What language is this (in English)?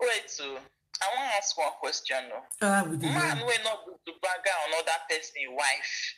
Nigerian Pidgin